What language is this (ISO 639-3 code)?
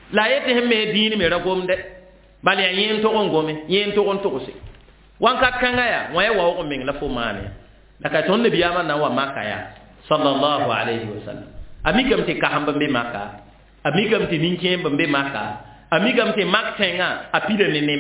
mos